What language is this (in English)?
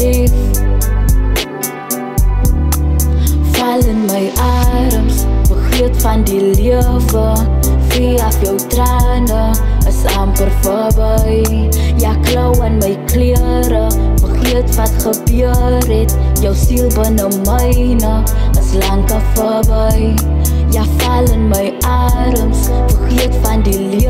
Afrikaans